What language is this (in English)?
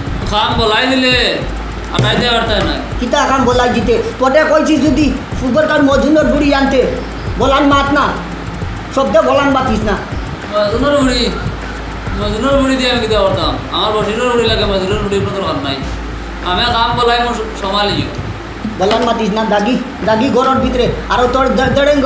Sylheti